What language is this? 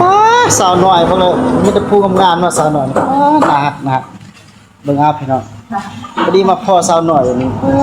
Northeastern Thai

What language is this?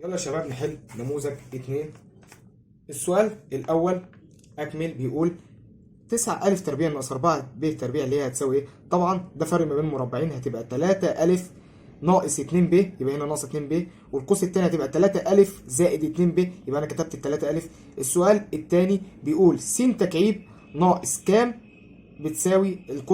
Egyptian Arabic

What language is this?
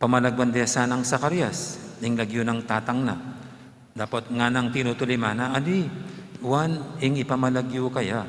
Pampanga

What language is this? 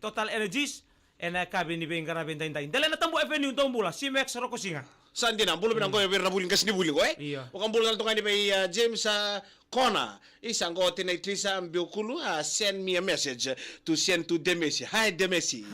Fijian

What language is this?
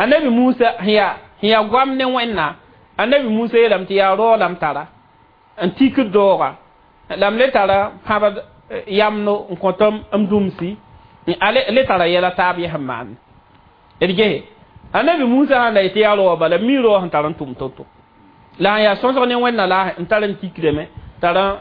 Mossi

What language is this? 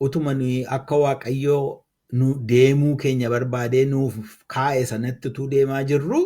Oromo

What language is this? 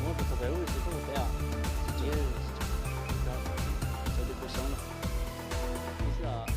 Hmong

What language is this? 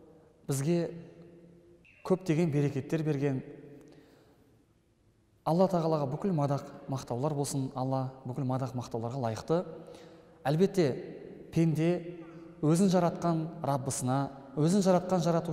Kazakh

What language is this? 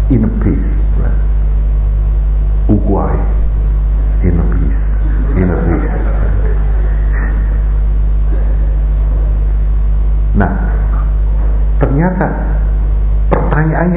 Indonesian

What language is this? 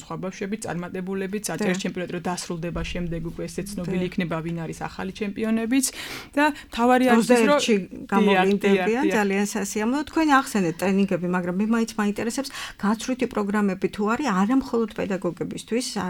Georgian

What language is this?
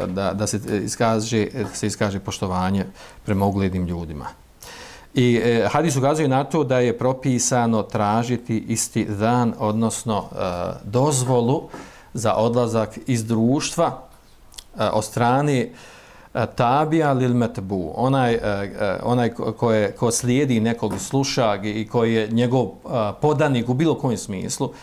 Bosnian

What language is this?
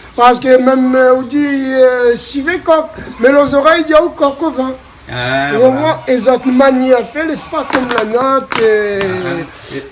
Réunion Creole French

